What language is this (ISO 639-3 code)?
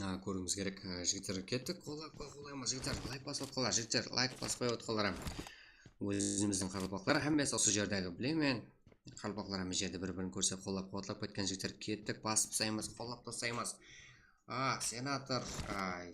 kaa